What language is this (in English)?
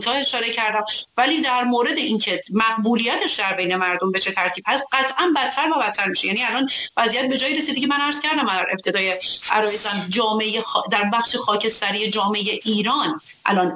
Persian